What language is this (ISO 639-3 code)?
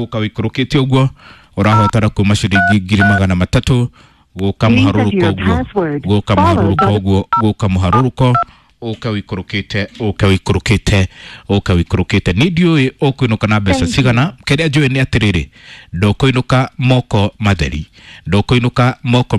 kik